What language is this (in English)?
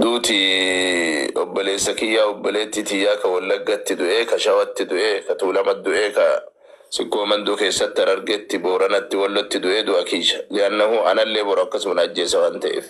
Oromo